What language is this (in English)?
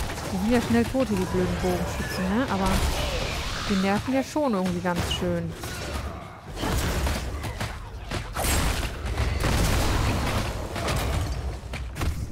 German